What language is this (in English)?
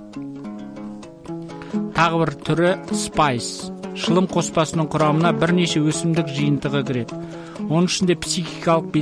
Kazakh